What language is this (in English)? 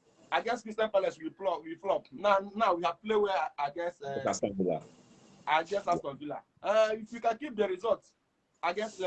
Nigerian Pidgin